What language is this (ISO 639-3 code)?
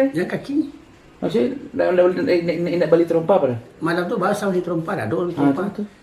min